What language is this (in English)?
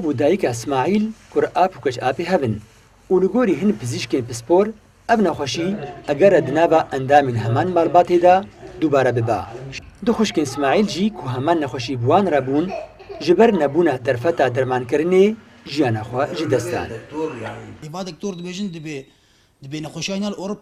Kurdish